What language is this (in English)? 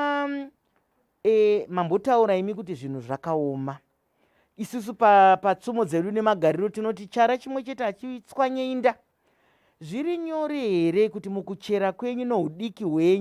Shona